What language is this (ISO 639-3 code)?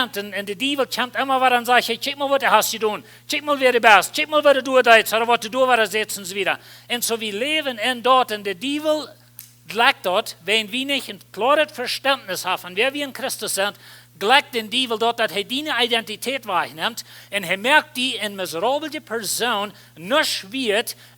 pdt